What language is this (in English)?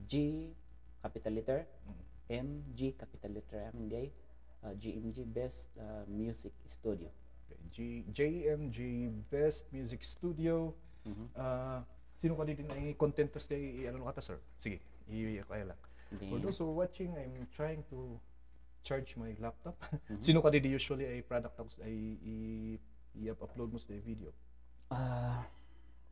Kankanaey